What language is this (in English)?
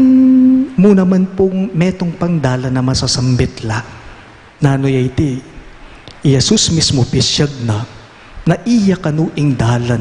Pampanga